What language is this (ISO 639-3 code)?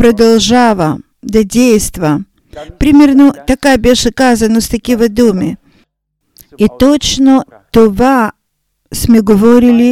bul